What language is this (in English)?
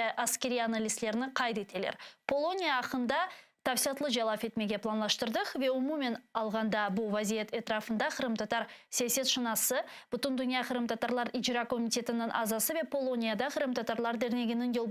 Crimean Tatar